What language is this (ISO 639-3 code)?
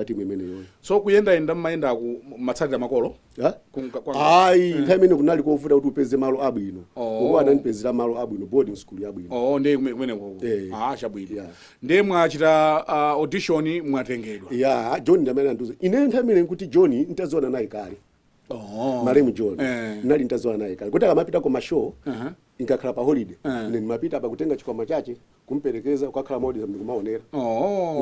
nya